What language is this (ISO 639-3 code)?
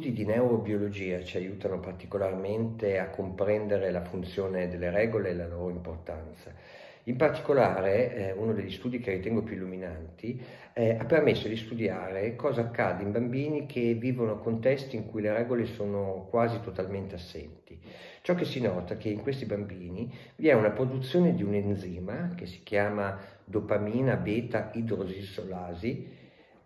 ita